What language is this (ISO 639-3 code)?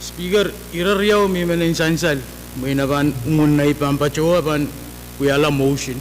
pon